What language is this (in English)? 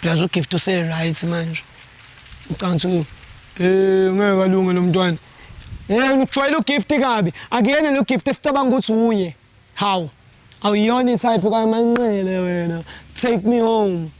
Zulu